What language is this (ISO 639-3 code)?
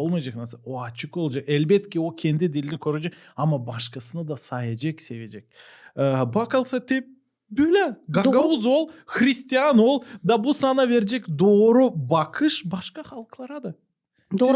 gag